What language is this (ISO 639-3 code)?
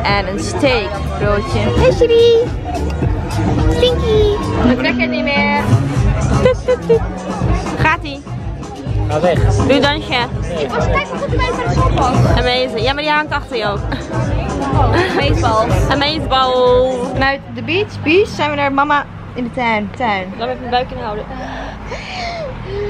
nld